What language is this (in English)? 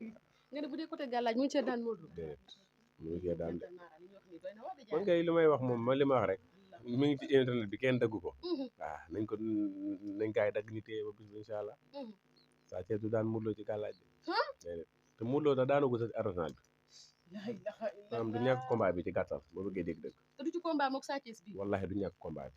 Wolof